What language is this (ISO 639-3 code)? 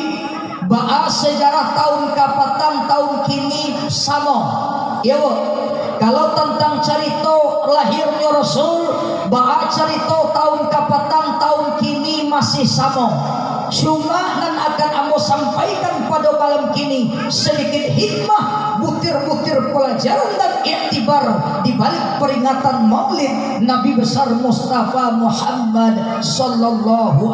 min